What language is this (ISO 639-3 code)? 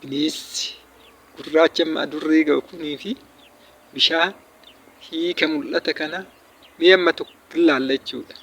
orm